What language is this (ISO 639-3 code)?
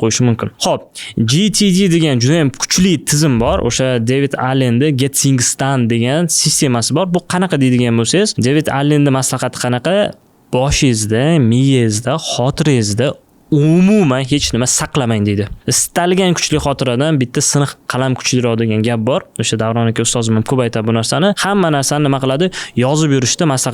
uzb